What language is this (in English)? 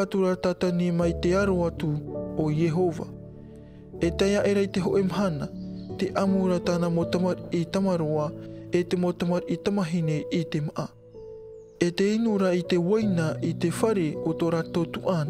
Tahitian